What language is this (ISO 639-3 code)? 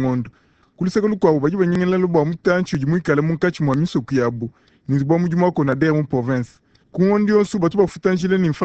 lua